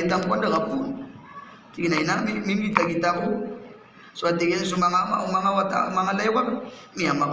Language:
Maranao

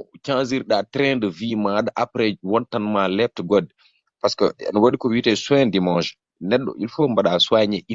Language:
Fula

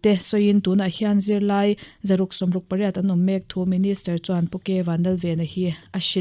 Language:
Mizo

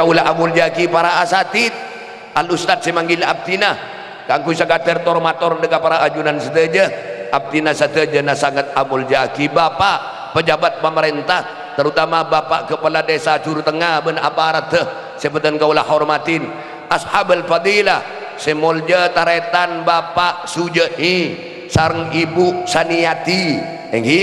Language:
Madurese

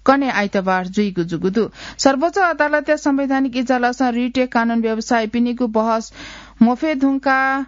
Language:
Newari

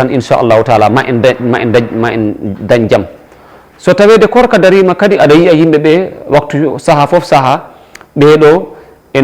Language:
Fula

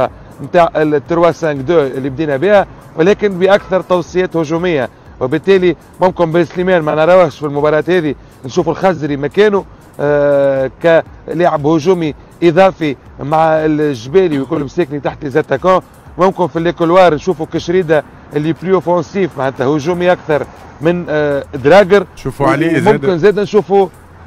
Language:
Tunisian Arabic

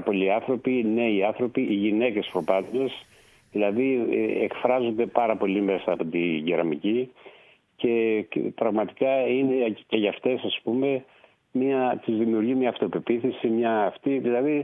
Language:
Greek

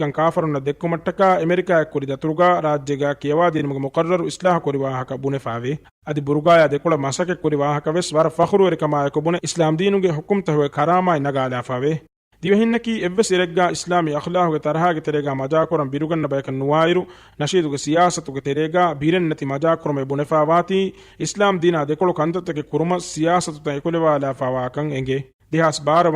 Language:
Divehi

